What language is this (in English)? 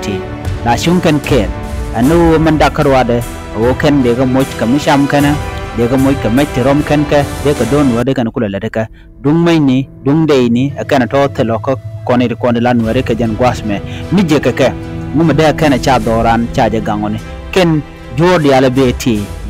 Nuer